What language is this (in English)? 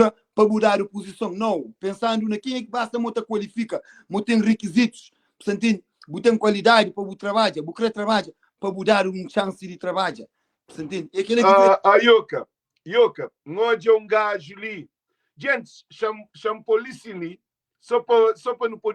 Kabuverdianu